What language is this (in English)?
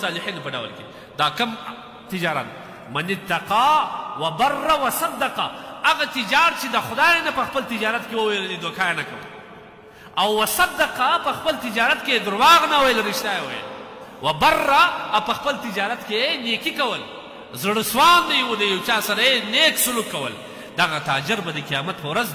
Pashto